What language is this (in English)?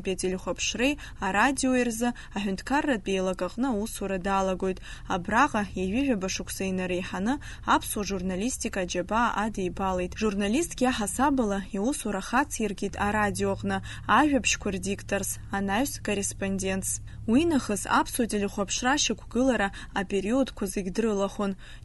Abkhazian